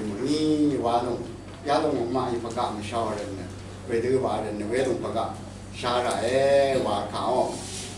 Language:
Rawang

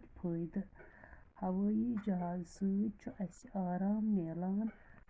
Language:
Kashmiri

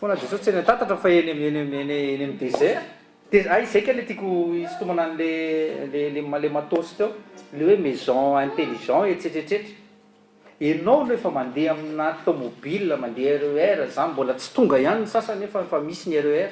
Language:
Malagasy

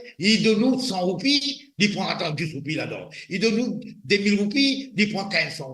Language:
Morisyen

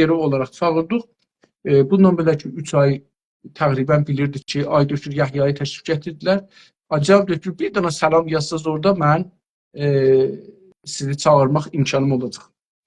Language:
South Azerbaijani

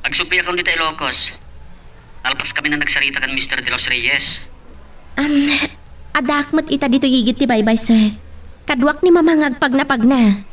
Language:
Iloko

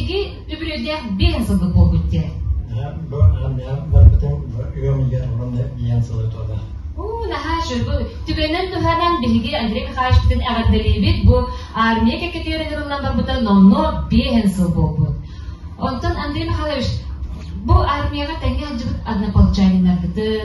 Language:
Yakut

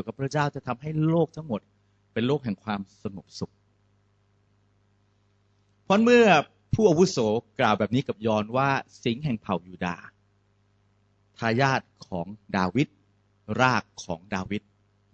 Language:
Thai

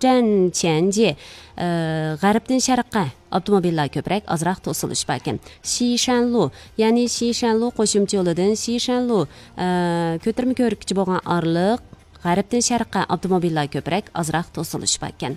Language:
Uyghur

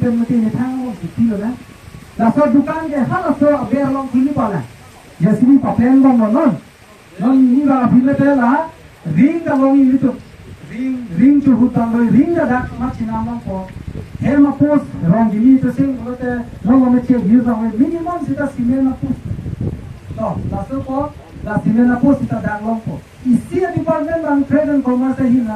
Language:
Karbi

